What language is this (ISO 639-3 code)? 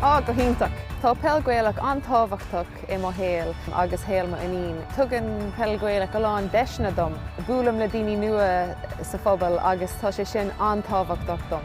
gle